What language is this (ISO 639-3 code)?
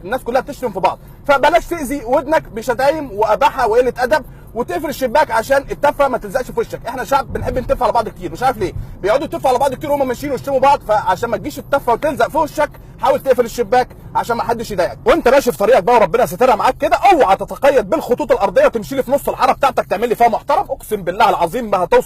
arz